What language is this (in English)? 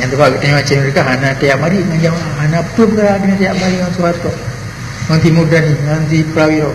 Achinese